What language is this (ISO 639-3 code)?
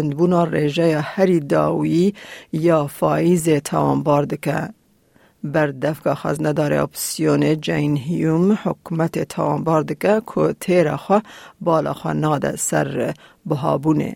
kur